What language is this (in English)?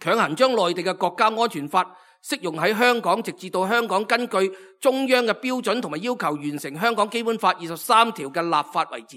Cantonese